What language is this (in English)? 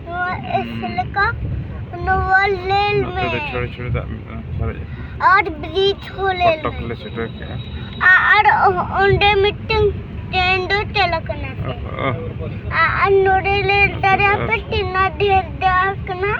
Santali